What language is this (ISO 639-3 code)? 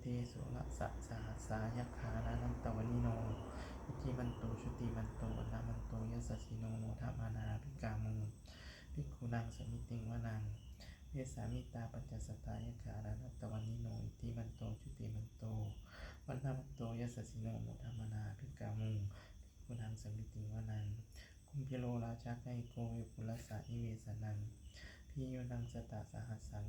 pli